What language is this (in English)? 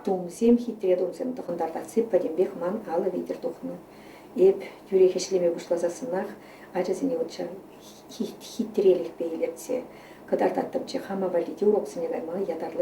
Chuvash